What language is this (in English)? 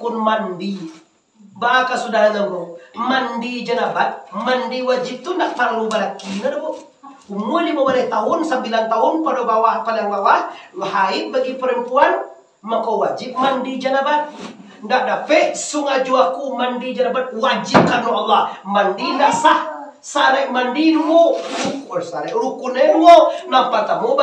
Minangkabau